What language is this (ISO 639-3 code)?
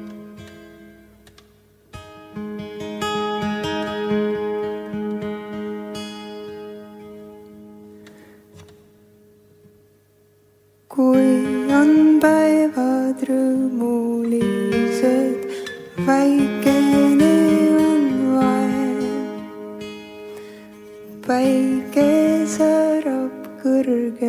est